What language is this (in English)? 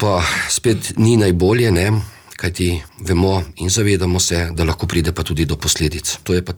Slovenian